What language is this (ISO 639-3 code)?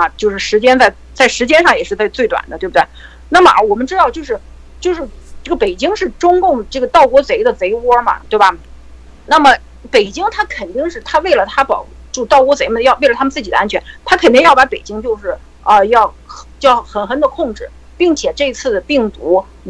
zho